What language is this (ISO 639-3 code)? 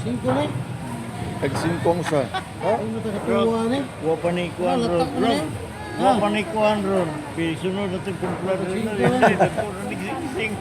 ceb